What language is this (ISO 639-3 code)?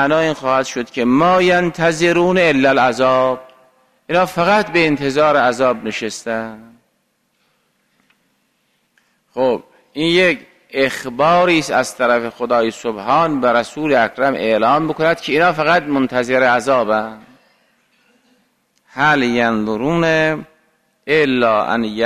fas